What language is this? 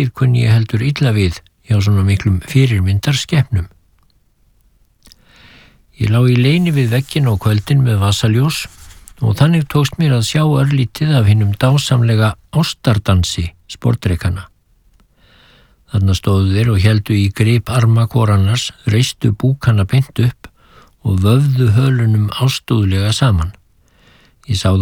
Icelandic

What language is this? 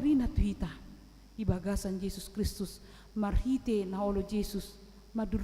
Batak Toba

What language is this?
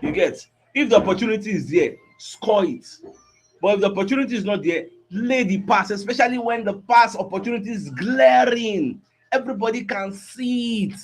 Nigerian Pidgin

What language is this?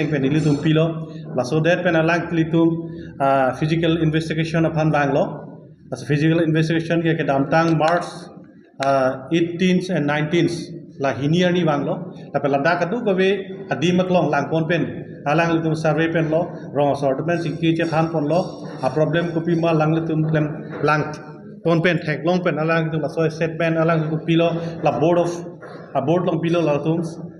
Karbi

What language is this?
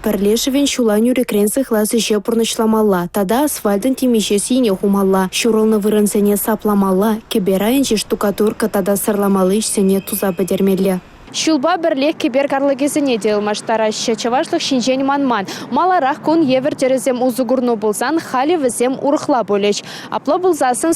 Chuvash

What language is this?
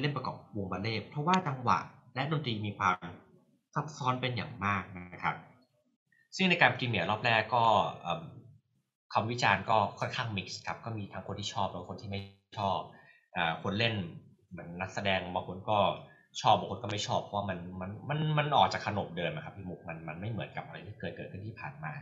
Thai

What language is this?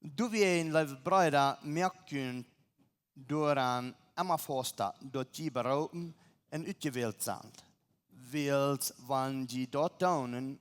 Plautdietsch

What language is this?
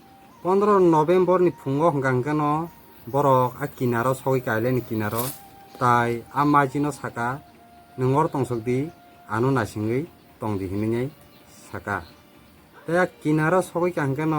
Kok Borok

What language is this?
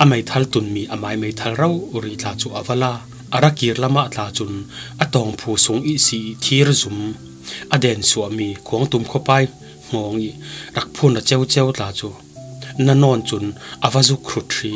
Falam Chin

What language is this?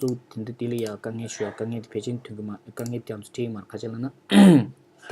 Tibetan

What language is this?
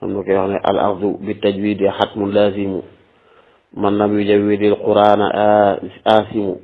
Wolof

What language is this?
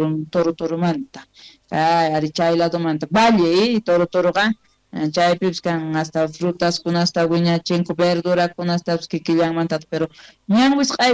South Bolivian Quechua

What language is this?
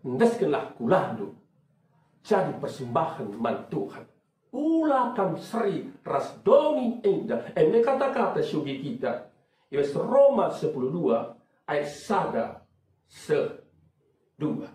Batak Karo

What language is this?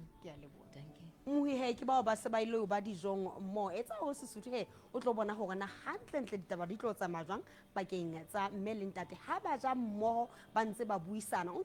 Southern Sotho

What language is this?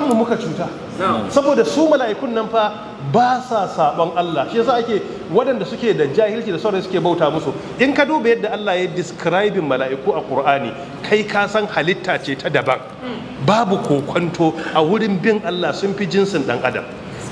Hausa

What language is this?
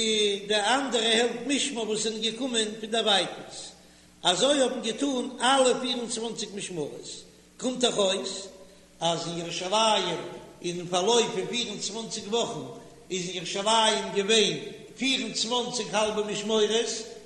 Yiddish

